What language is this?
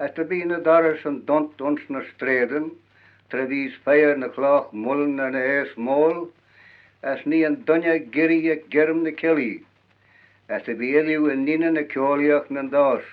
Manx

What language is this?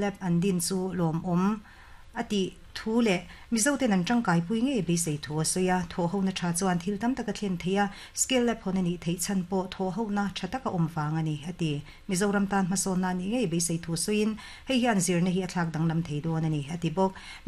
Mizo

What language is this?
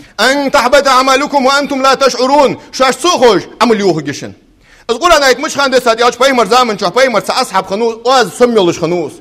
Ingush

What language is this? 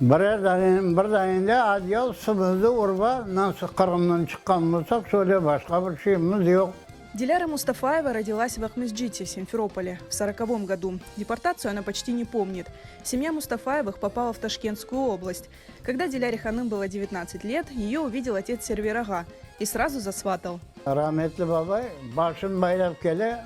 Crimean Tatar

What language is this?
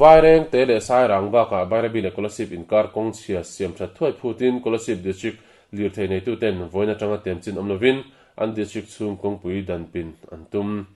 Mizo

